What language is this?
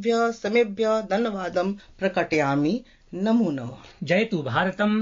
Sanskrit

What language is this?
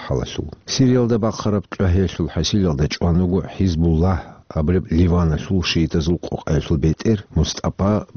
Avaric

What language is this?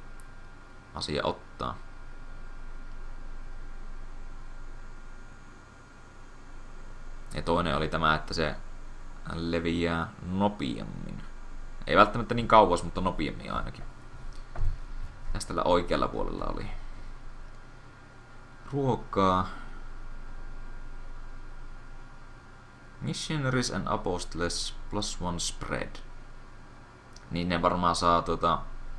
Finnish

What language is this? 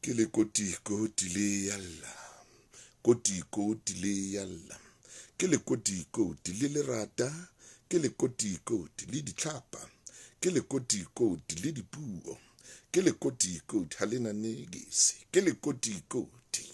Southern Sotho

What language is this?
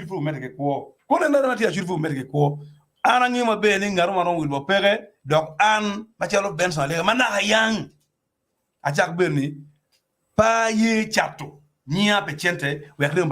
Acoli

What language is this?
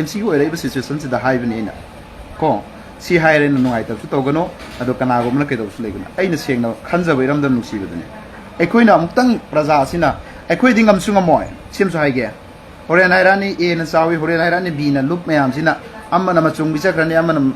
Manipuri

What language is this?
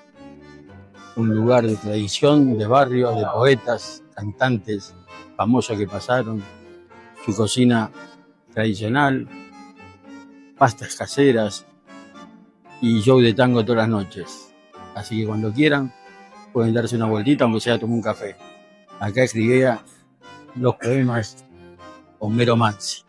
Spanish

